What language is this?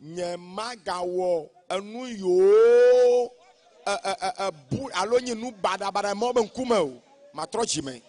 Ewe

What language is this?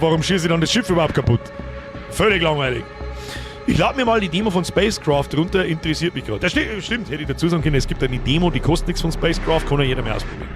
Bavarian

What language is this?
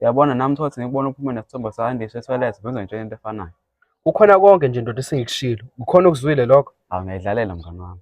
Zulu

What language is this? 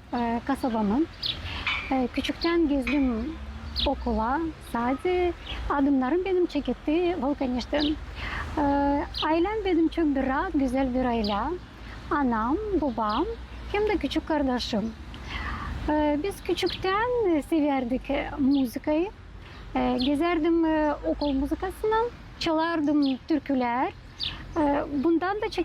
Gagauz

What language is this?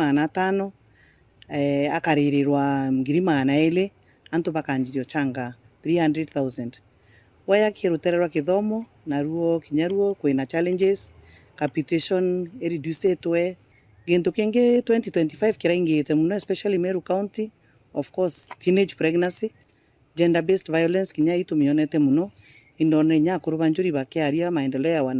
Meru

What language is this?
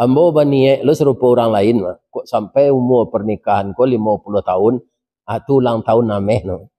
Minangkabau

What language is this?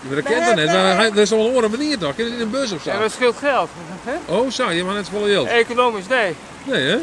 Western Frisian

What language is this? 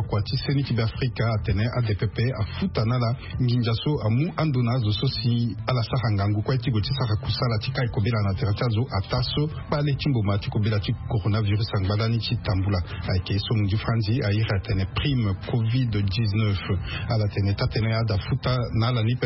Sango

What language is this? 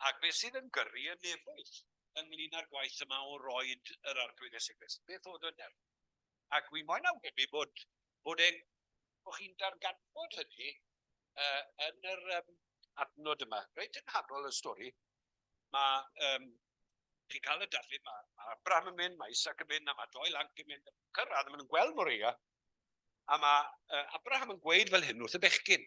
Welsh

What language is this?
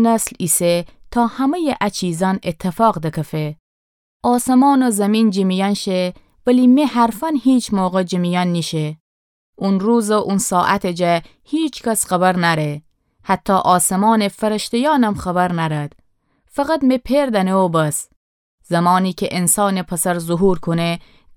Gilaki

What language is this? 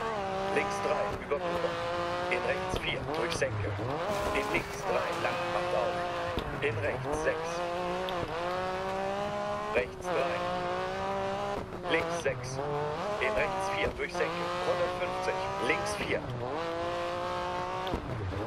German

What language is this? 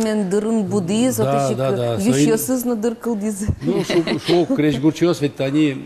Udmurt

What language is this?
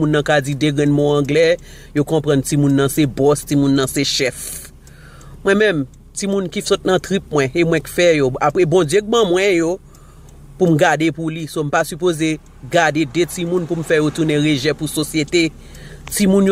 Haitian Creole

